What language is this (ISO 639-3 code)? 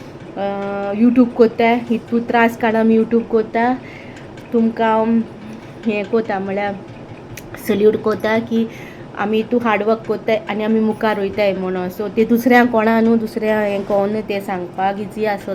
kok